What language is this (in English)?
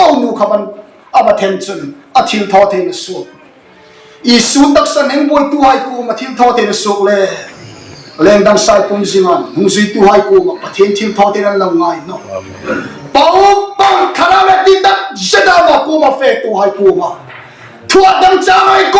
Hmar